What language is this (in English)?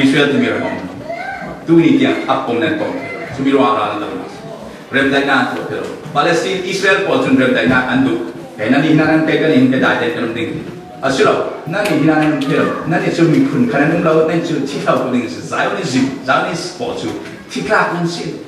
Falam Chin